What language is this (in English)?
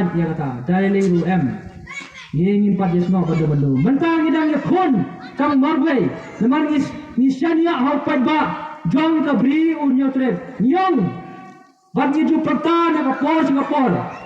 Khasi